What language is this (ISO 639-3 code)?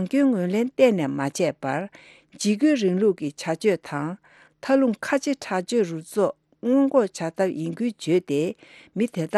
bod